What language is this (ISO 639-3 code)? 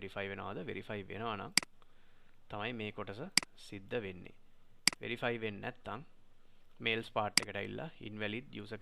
sin